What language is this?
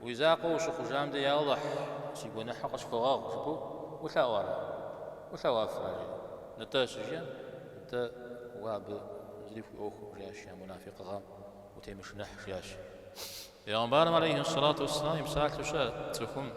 Kabardian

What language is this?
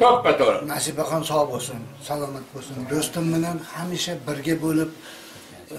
Uzbek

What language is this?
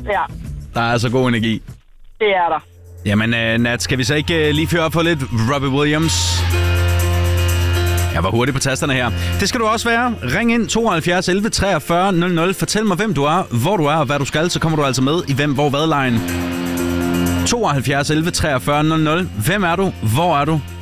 Danish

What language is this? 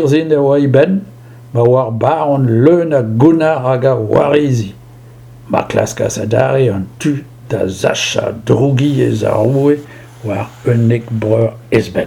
Breton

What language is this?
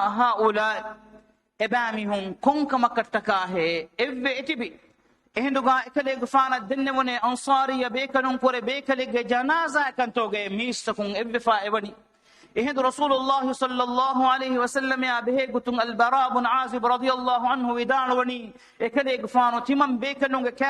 Divehi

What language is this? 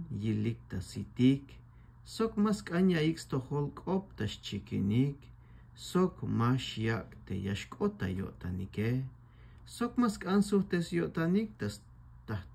Tzeltal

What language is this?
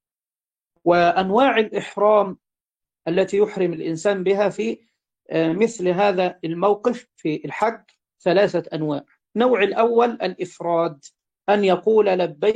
Arabic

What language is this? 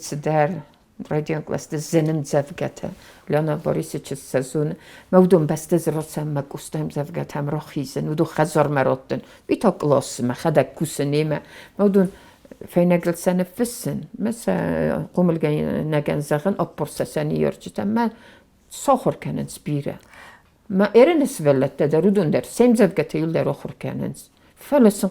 Ossetic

